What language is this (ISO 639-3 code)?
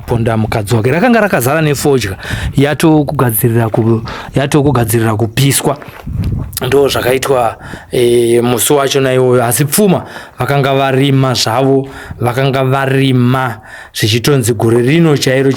sna